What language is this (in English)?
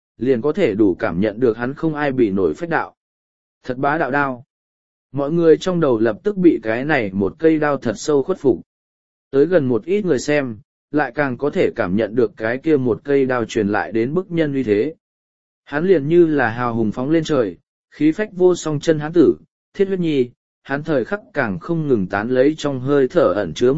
Vietnamese